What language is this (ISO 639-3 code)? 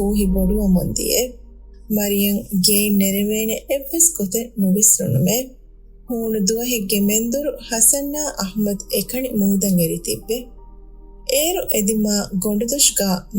div